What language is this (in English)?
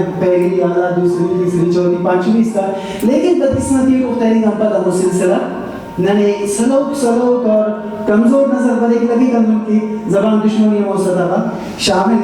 Brahui